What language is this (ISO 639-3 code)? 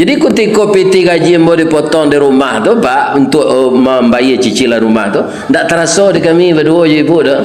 min